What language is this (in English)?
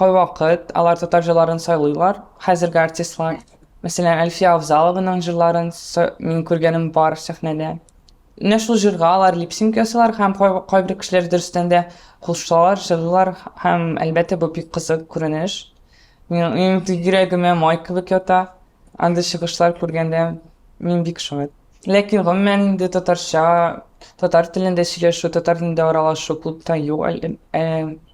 Tatar